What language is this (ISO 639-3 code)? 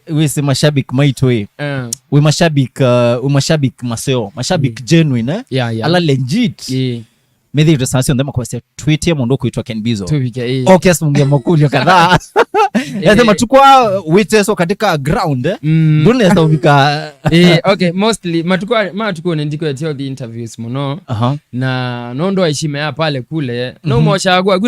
kam